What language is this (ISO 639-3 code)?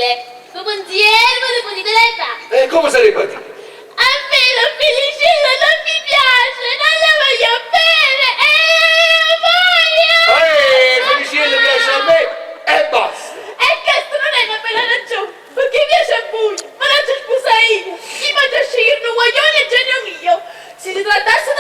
nap